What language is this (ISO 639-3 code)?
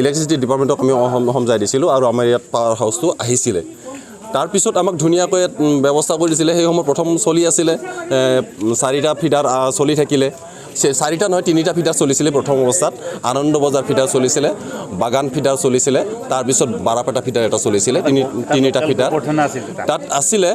asm